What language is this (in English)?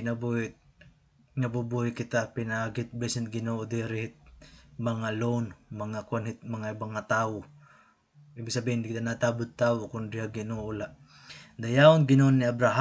Waray